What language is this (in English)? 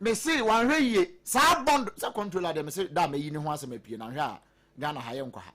Akan